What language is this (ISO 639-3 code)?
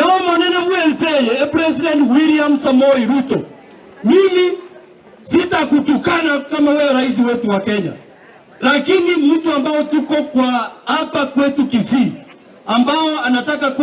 guz